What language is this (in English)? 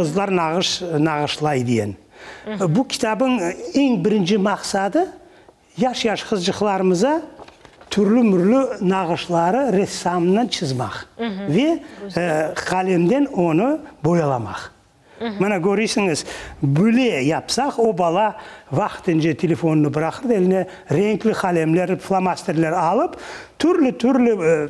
Crimean Tatar